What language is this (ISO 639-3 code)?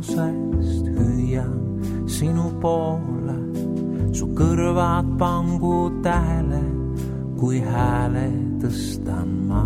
est